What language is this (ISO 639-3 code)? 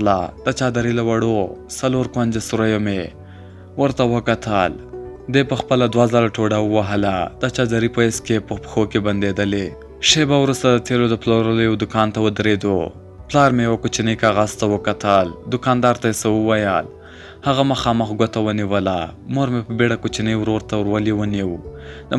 pus